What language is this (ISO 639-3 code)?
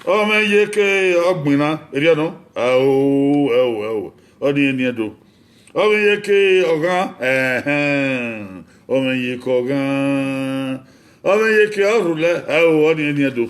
bin